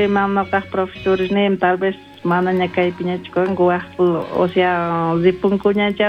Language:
South Bolivian Quechua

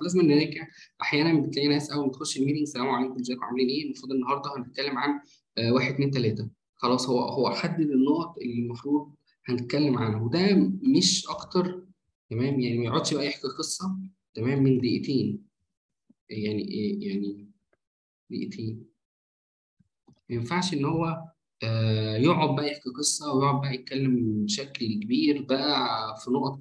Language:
Egyptian Arabic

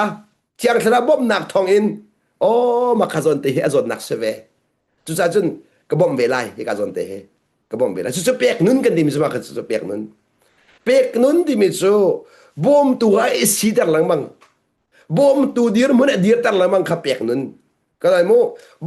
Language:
Hakha Chin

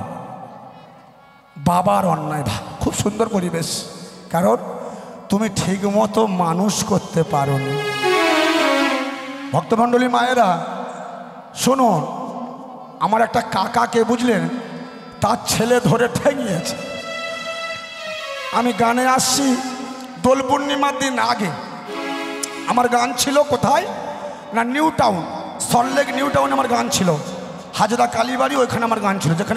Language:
Bangla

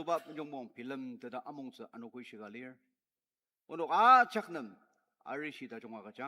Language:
Ao Naga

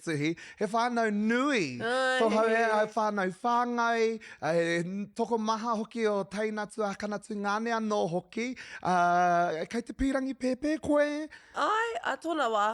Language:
Māori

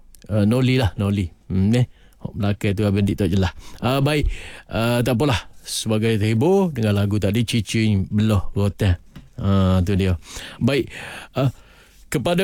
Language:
Malay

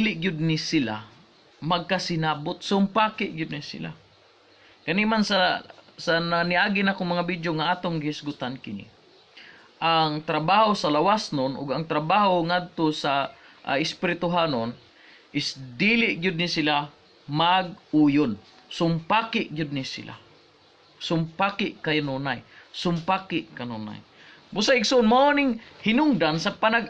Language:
Cebuano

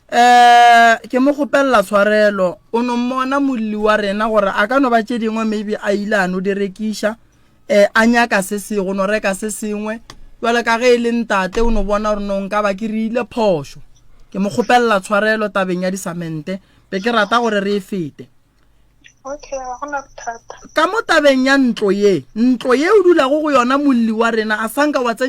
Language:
Northern Sotho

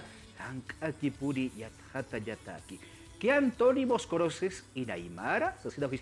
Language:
Aymara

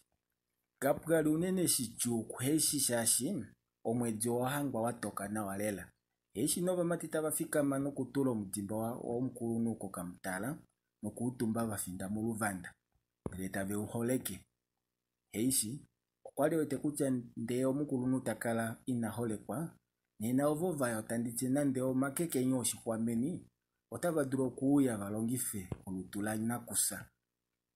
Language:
Kuanyama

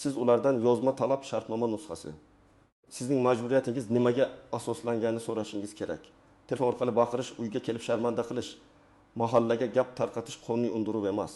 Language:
Uzbek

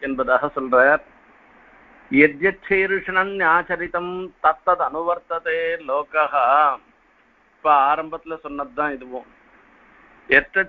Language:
Tamil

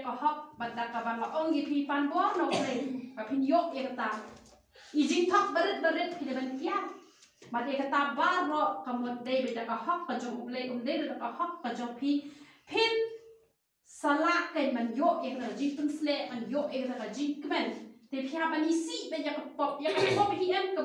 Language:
Khasi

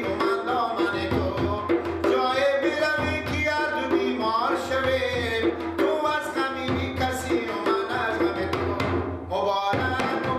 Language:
Persian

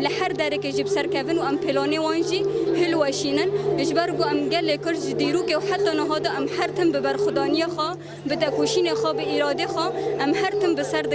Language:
Kurdish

